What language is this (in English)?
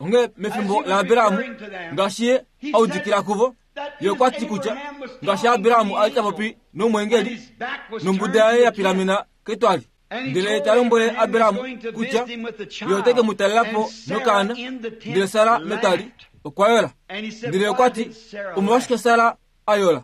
Kuanyama